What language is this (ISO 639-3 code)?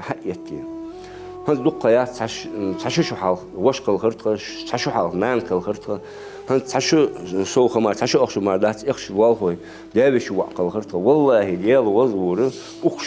inh